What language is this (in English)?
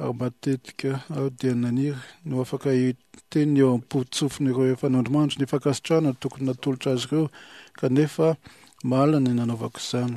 Malagasy